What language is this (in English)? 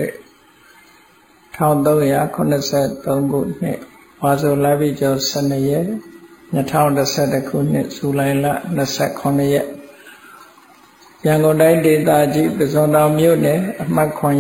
Burmese